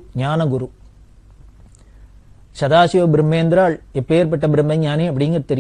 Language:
Tamil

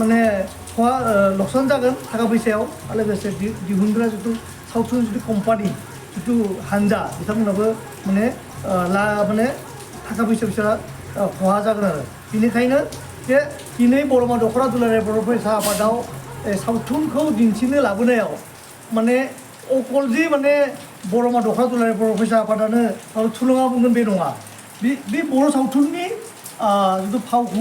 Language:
Bodo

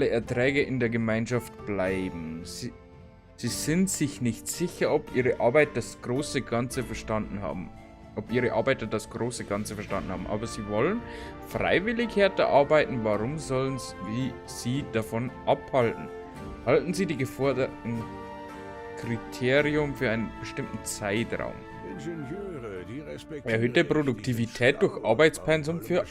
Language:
Bavarian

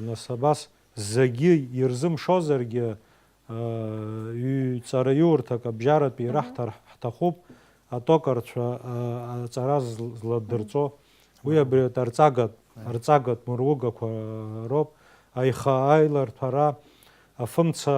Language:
Abkhazian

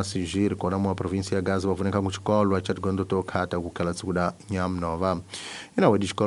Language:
Tsonga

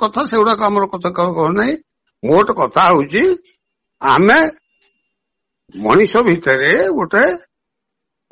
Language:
Odia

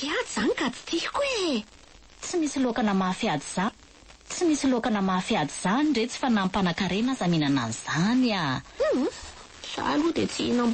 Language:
Malagasy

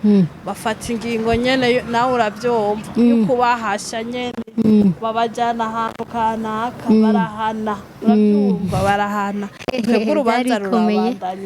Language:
Rundi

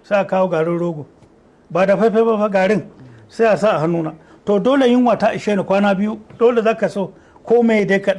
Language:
Hausa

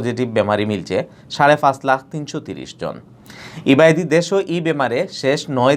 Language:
Sylheti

